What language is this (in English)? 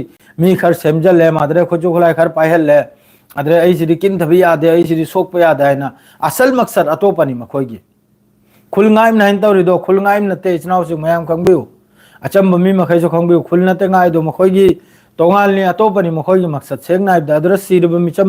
Manipuri